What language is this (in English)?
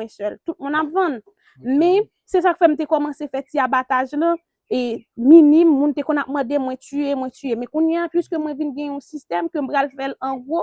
Haitian Creole